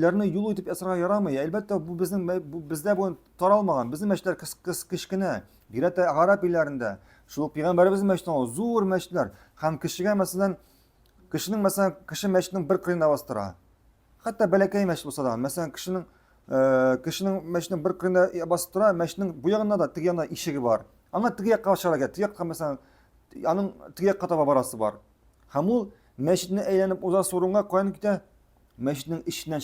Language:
Tatar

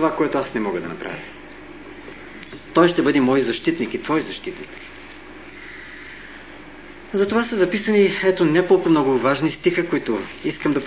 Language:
Bulgarian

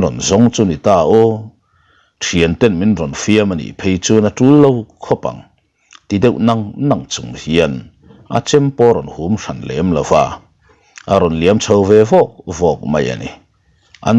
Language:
Mizo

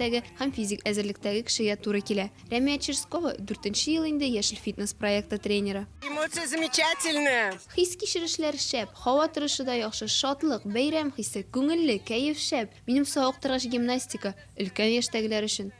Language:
Tatar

